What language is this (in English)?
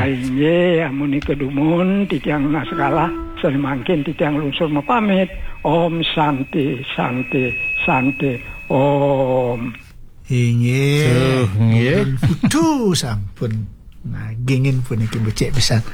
Balinese